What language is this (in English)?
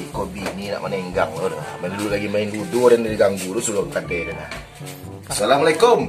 Minangkabau